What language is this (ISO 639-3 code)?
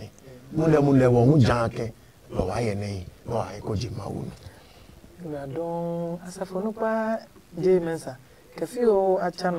ada